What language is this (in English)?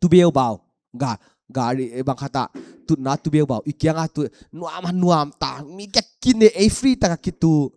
Paite Chin